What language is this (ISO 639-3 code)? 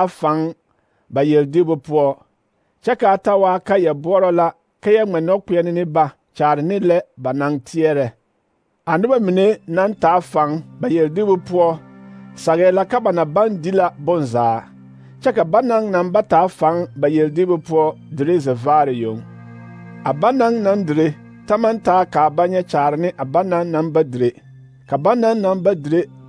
dga